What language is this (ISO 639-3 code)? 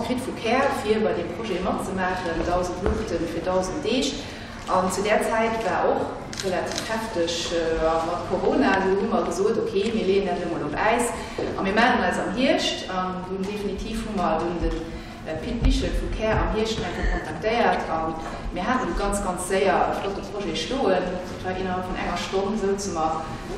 ltz